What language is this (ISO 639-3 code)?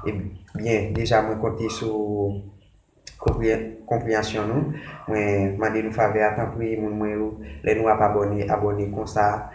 hat